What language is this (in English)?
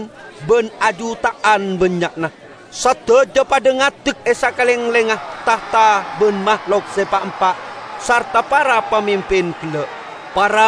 Madurese